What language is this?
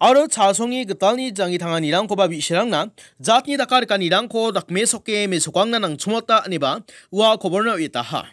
Garo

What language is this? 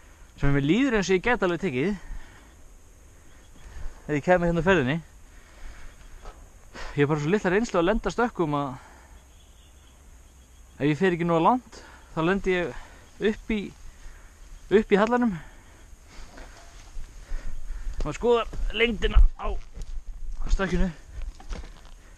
Icelandic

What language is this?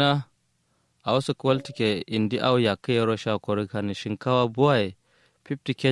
Kanuri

